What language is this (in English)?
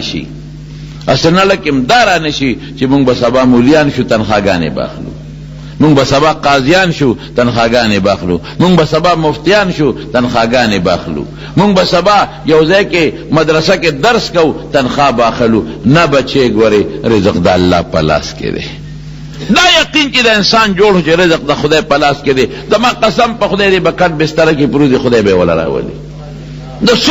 Pashto